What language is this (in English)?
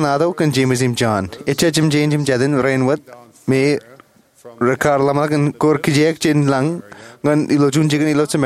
Marshallese